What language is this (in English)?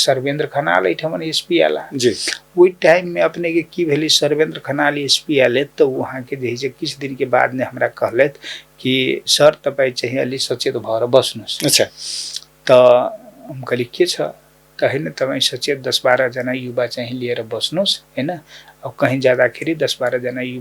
Maithili